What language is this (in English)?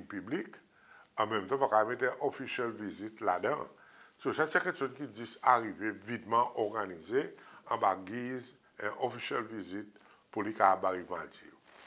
Seselwa Creole French